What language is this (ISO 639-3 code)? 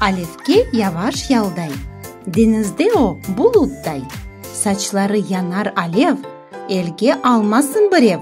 crh